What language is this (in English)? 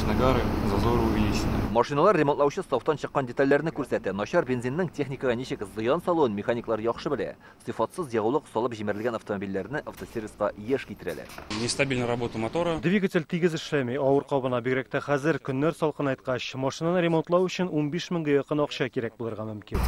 Tatar